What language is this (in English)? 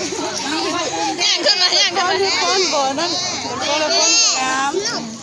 Lao